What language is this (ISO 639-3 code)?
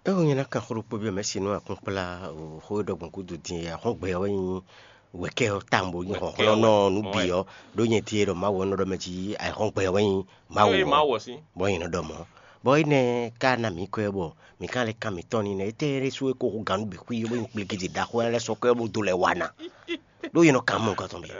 fon